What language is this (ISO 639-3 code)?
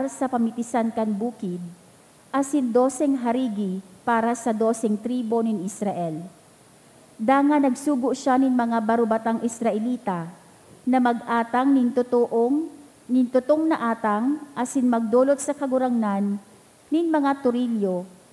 bik